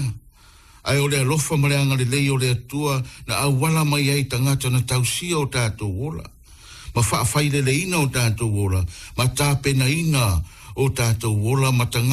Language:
Samoan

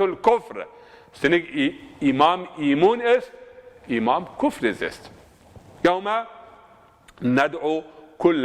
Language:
Zaza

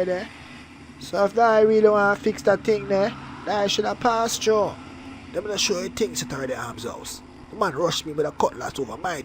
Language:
Jamaican Creole English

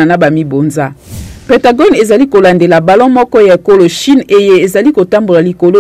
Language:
Lingala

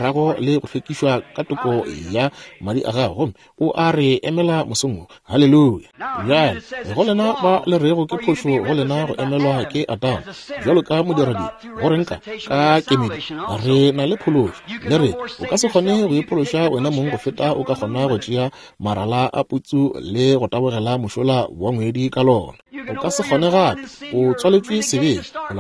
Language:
Northern Sotho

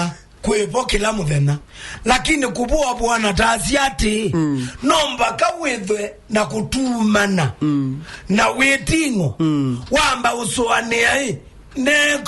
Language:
Kamba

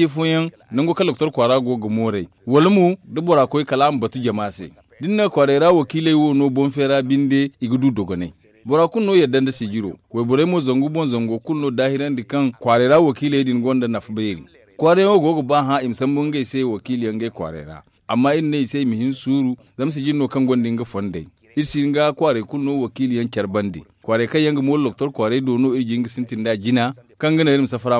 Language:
Zarma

